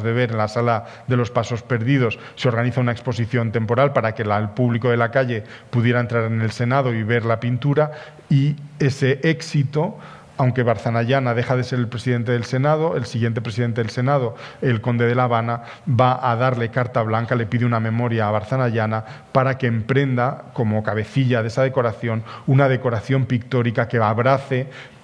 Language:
Spanish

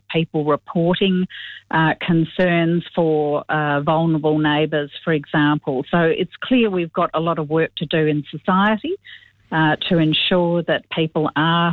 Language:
English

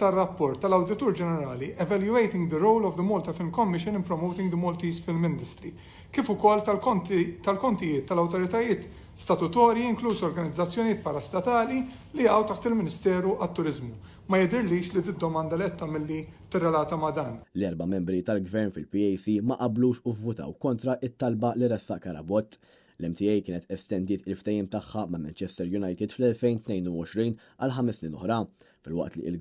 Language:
Maltese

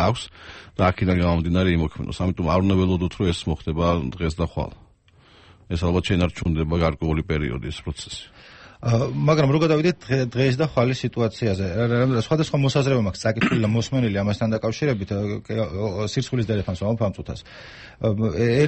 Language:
Georgian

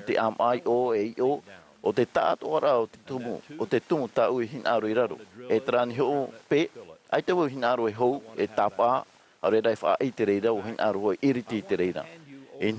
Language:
Tahitian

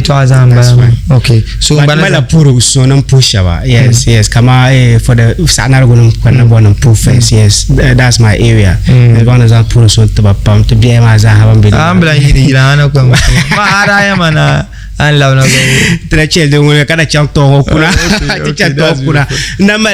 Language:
Dagbani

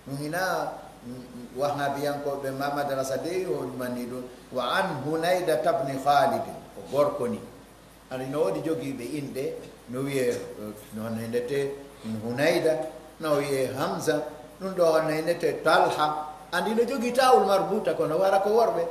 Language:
Pular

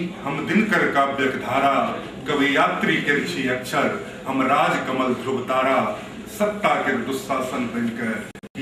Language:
Maithili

